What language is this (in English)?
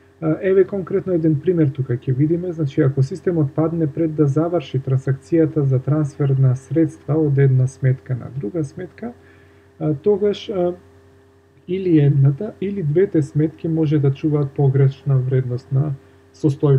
Macedonian